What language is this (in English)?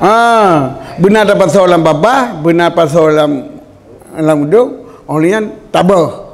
Achinese